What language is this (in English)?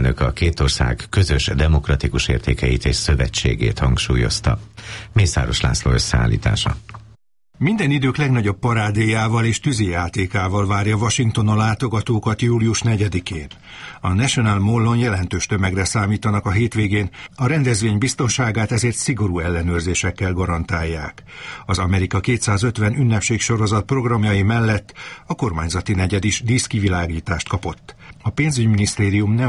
Hungarian